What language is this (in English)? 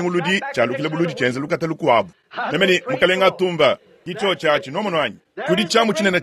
Luba-Lulua